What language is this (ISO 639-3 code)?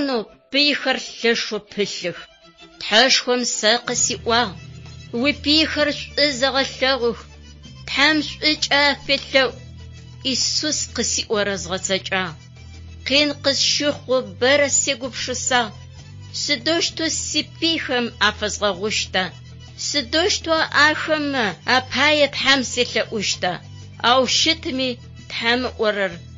ady